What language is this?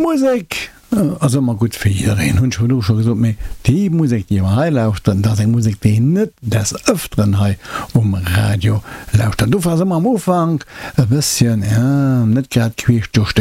Luxembourgish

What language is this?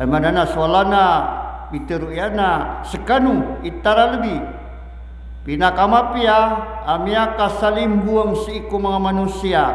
Maranao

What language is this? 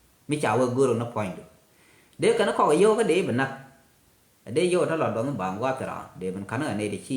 Nuer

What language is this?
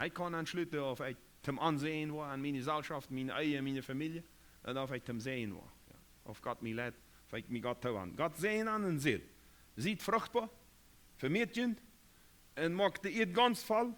Plautdietsch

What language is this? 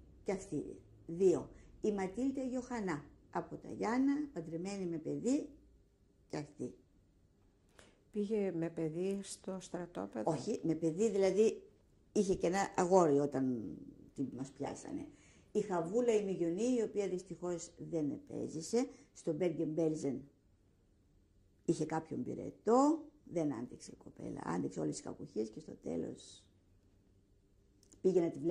Greek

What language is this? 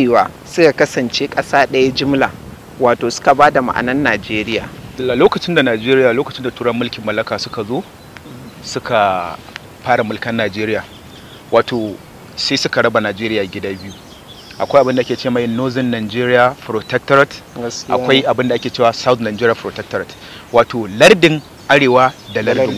Hausa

